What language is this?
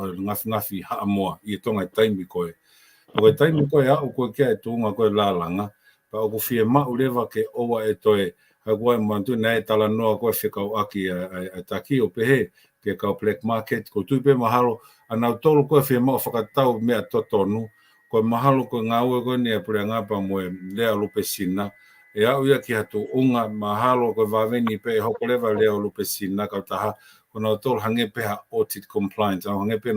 Tongan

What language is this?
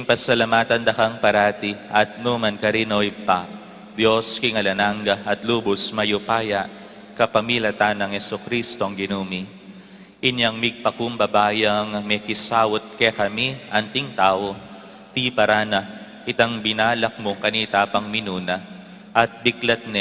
Pampanga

